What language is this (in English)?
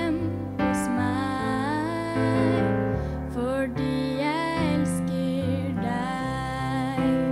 Norwegian